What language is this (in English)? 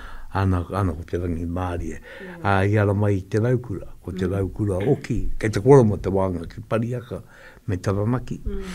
Māori